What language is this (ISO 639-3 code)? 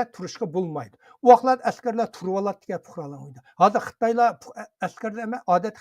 uig